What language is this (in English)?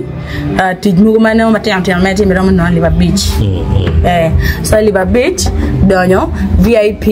Acoli